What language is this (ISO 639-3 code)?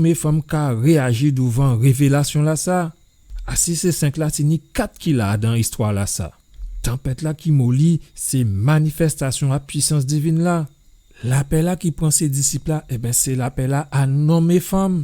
gcf